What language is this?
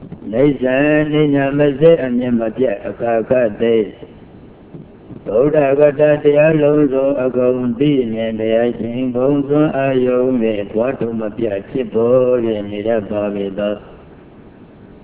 Burmese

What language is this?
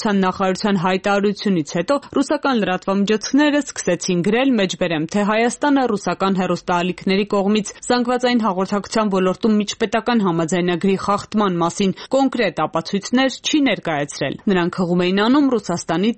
Armenian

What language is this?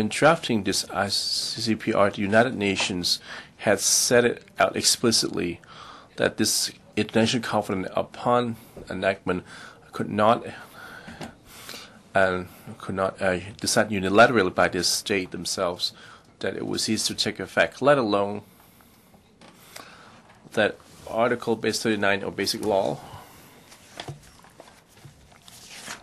English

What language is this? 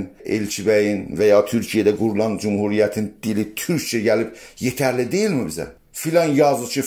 South Azerbaijani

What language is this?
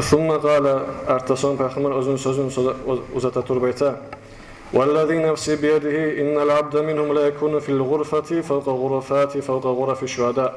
Kumyk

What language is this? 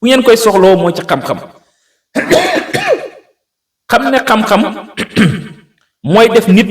Wolof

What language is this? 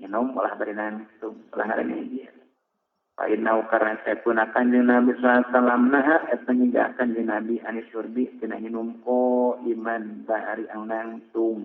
Sundanese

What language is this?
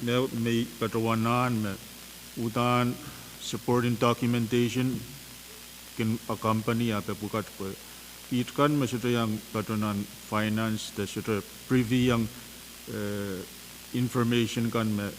Pohnpeian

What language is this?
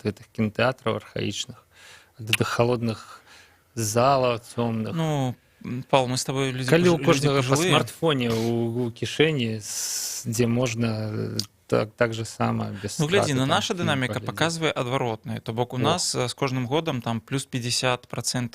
Belarusian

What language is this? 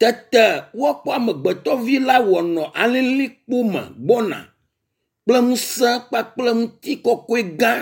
Ewe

